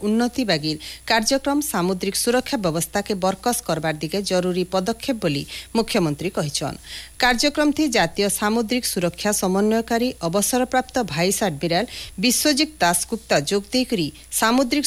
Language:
Odia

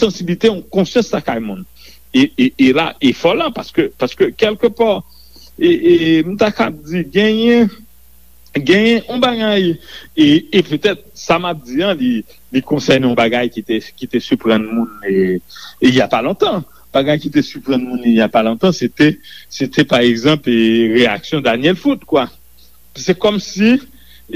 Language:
Haitian Creole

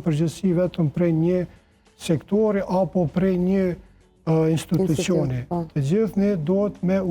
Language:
Albanian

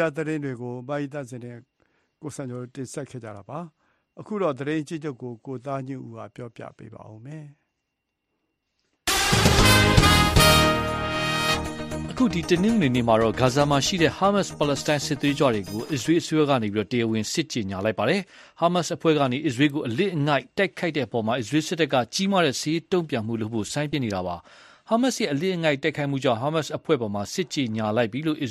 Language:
Burmese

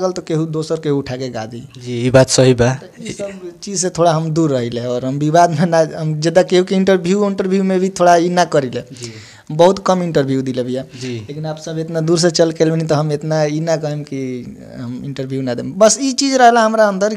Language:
Bhojpuri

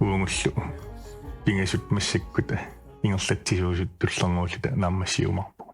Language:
Kalaallisut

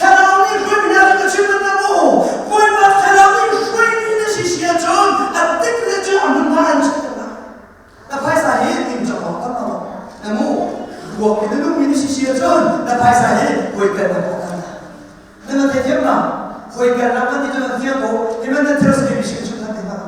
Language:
Hakha Chin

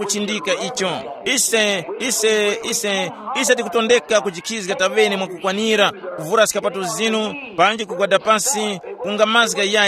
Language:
Tumbuka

